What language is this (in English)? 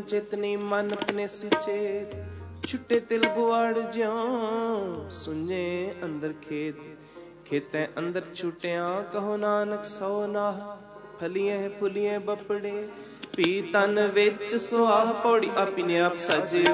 Punjabi